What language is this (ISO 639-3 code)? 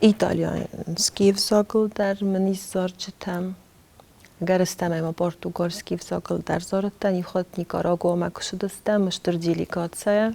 oss